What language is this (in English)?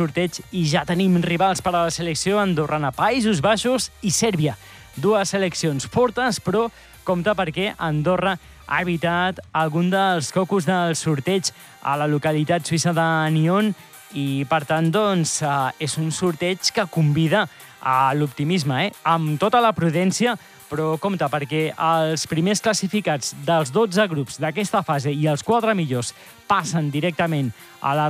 Catalan